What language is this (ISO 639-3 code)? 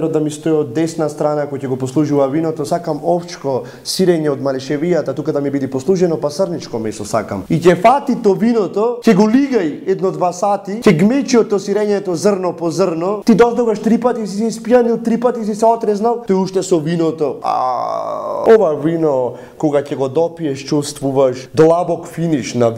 mkd